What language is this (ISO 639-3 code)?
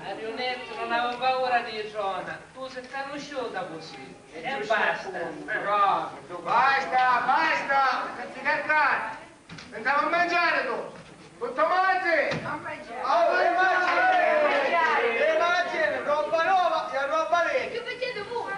scn